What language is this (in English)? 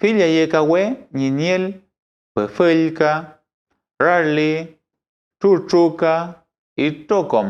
Mapuche